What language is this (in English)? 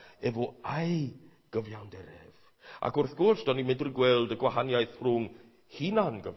Welsh